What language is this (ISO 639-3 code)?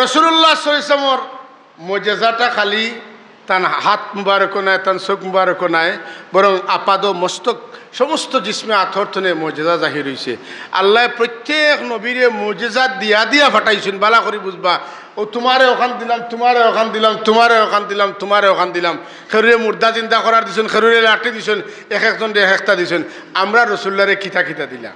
syl